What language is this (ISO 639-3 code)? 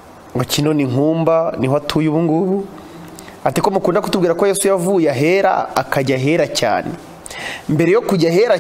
kin